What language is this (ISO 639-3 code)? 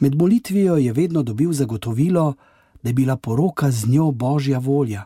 slv